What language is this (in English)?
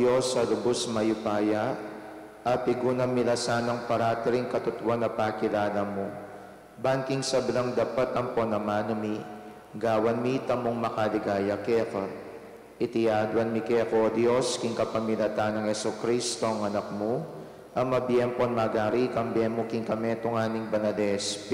Pampanga